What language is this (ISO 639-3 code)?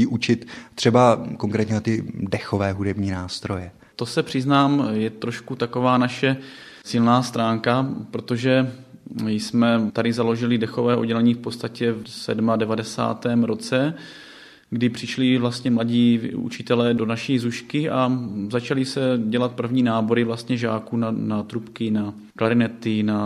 ces